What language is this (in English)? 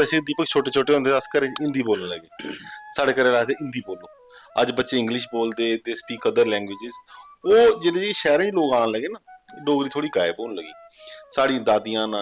Dogri